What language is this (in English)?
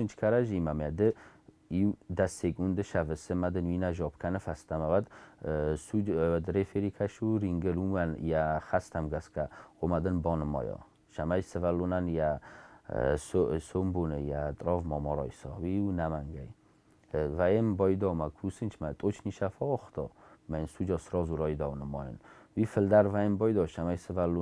Ossetic